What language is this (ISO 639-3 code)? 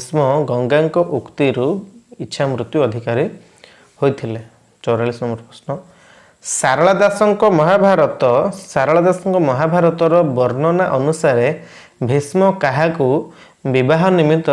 ori